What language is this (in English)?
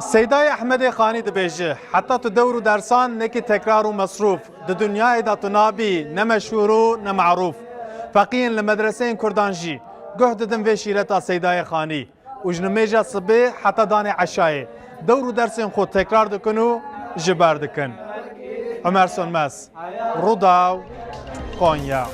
Kurdish